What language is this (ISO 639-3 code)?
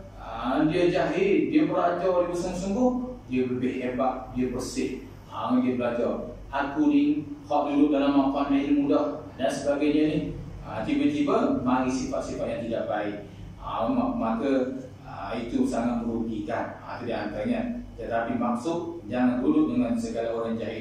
msa